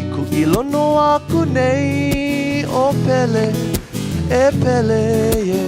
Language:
Hawaiian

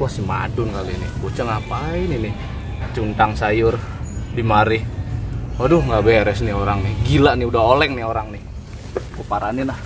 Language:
Betawi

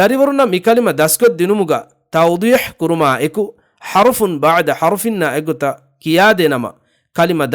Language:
Divehi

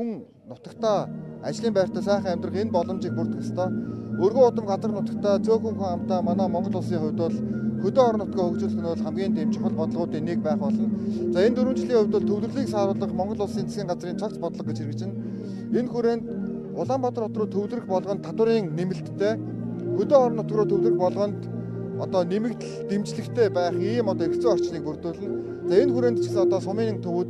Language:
Mongolian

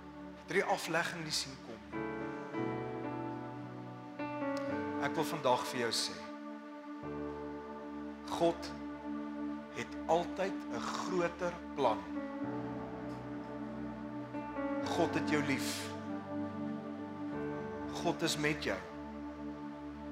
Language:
Afrikaans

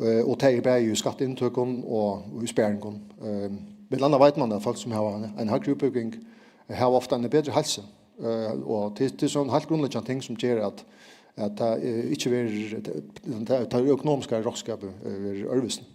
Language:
Faroese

